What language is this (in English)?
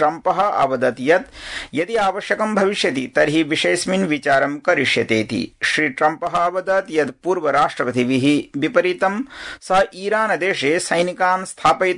Sanskrit